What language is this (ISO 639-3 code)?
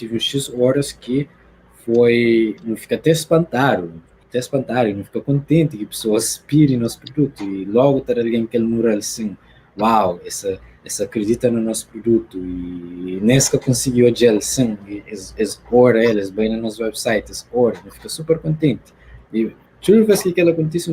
kea